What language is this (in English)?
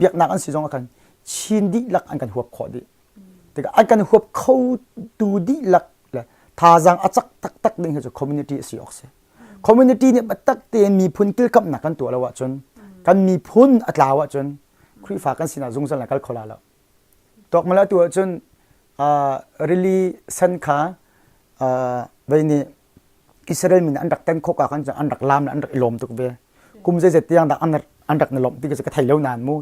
Hakha Chin